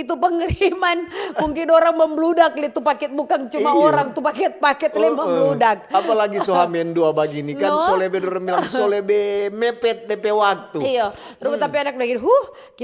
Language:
Manado Malay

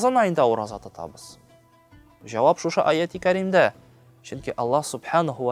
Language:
Tatar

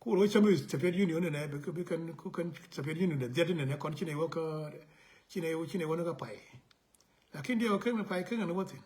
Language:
Nuer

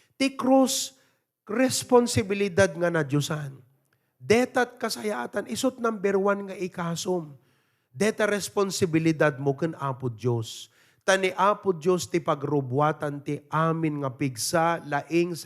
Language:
Iloko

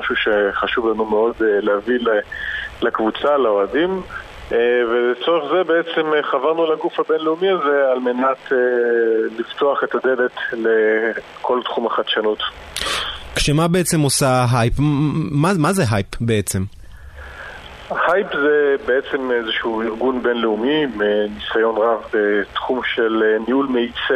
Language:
Hebrew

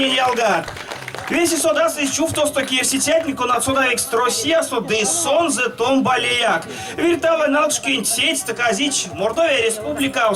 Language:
Erzya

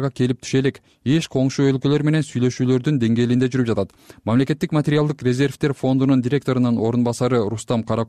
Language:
Kyrgyz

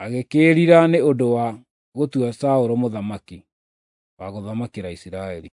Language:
Kikuyu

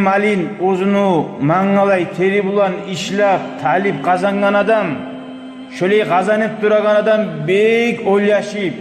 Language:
Kumyk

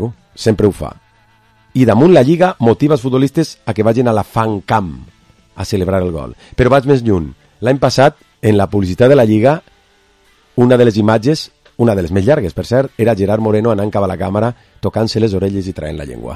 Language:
Catalan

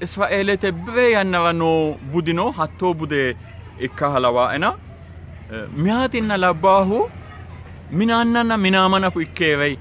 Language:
Sidamo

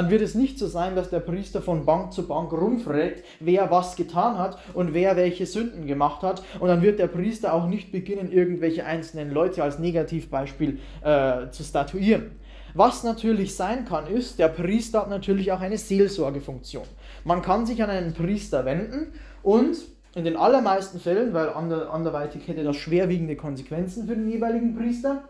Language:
German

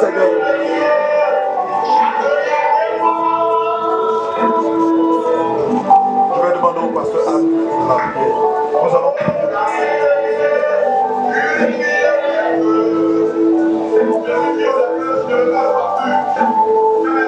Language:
French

